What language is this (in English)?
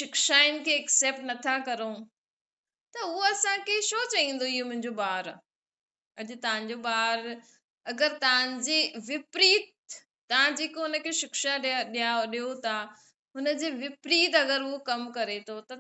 Sindhi